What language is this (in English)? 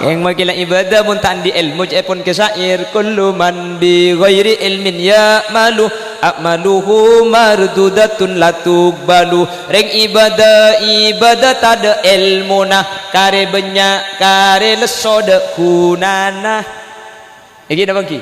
Madurese